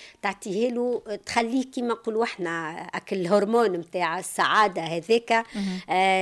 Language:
Tunisian Arabic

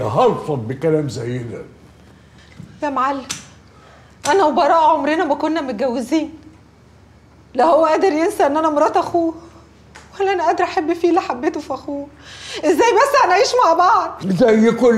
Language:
Egyptian Arabic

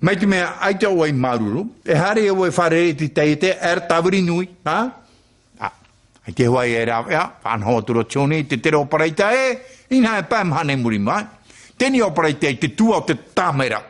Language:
Tahitian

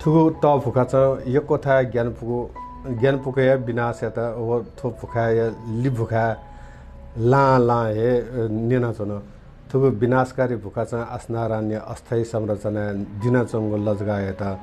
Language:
Newari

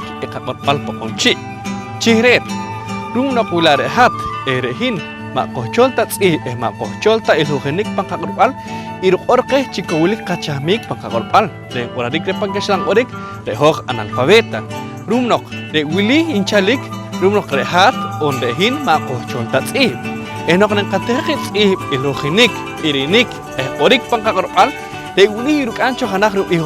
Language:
Poqomchi'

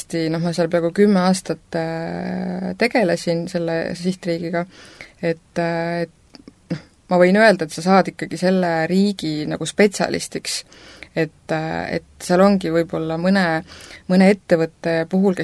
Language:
Estonian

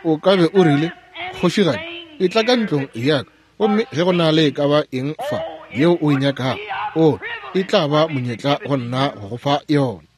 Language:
Northern Sotho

